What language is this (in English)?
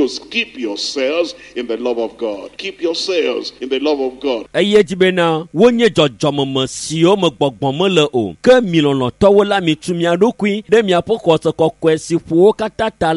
Ewe